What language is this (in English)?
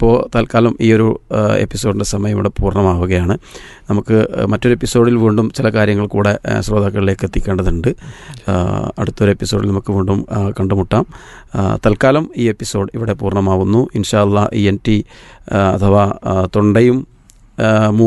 Malayalam